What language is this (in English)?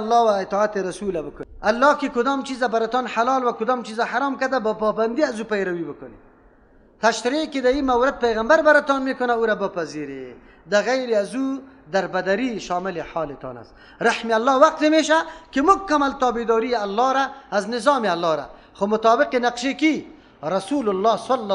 Persian